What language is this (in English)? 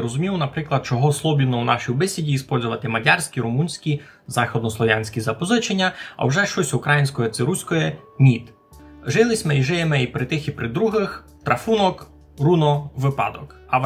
Rusyn